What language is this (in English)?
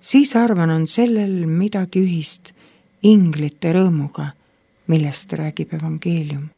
Estonian